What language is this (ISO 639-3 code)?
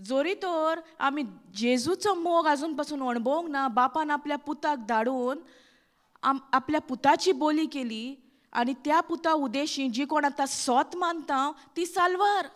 kok